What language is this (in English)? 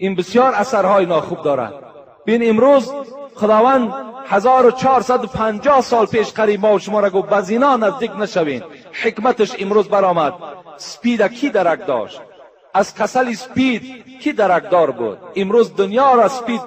Tajik